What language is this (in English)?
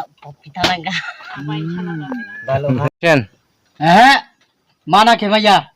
Riang (India)